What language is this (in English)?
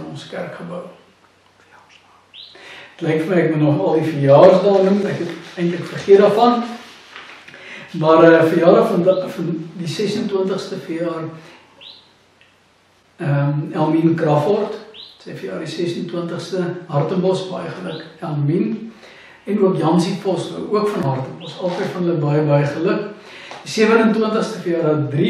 Afrikaans